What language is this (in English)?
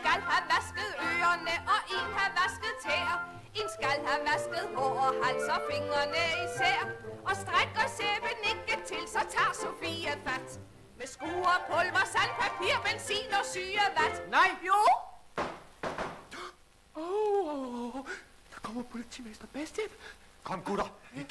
Danish